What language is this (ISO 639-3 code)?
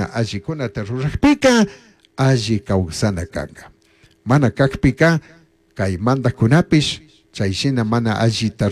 qug